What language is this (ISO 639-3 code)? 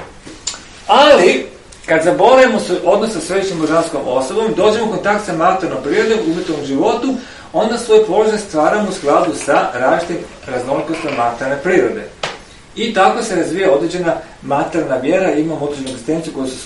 hrv